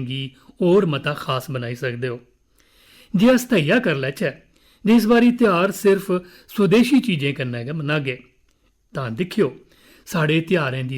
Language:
Dogri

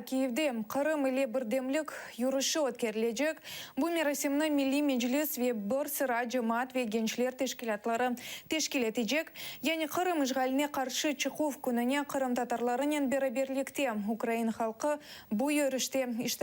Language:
Crimean Tatar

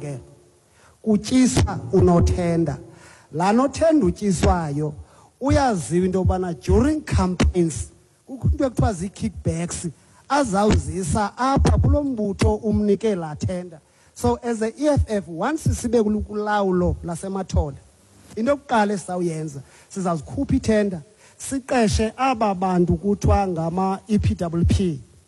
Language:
Xhosa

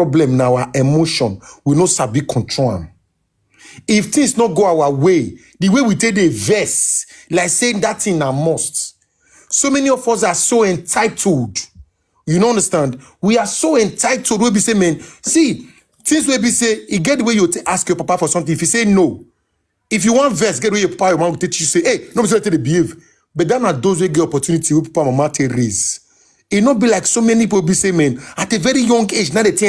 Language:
Nigerian Pidgin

